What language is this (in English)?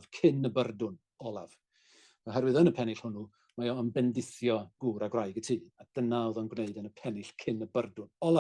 Welsh